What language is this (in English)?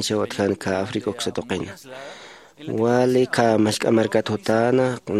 Aymara